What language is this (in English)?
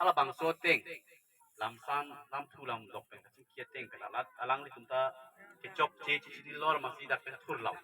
Karbi